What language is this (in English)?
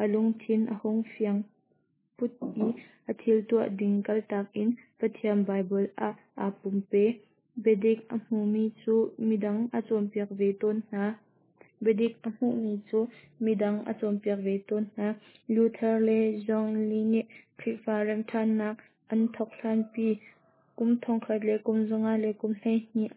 Hakha Chin